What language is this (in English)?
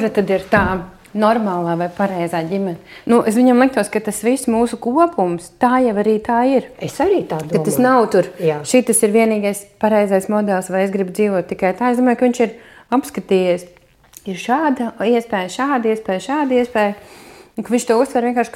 Latvian